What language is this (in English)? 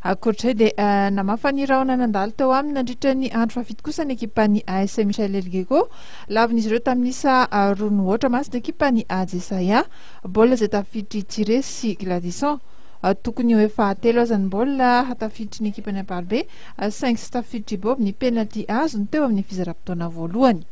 Malagasy